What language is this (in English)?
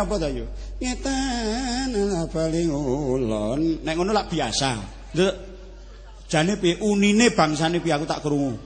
Javanese